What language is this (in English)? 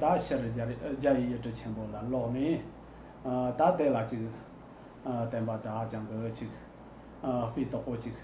Tibetan